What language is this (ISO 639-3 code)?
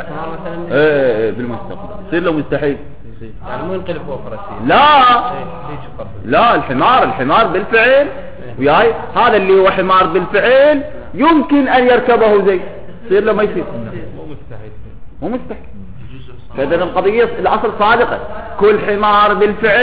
acm